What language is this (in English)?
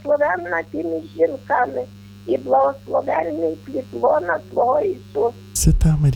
Ukrainian